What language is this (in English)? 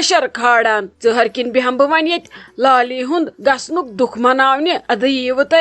Kashmiri